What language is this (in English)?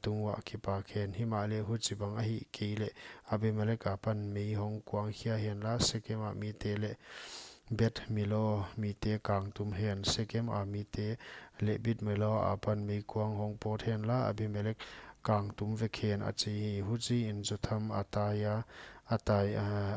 Paite Chin